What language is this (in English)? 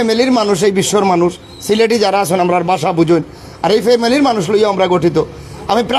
Sylheti